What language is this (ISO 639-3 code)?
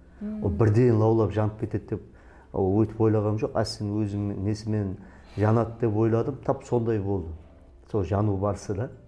kaa